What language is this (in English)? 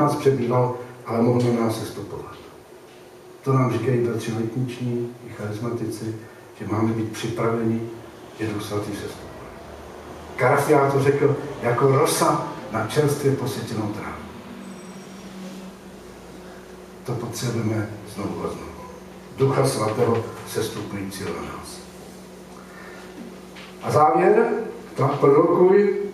Czech